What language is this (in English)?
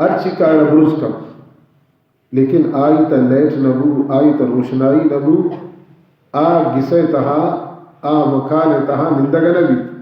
Baluchi